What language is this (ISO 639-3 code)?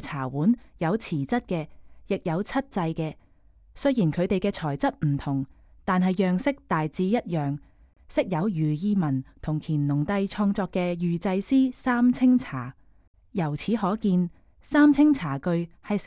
yue